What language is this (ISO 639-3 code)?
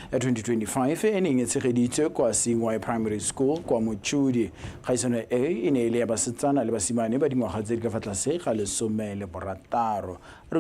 tsn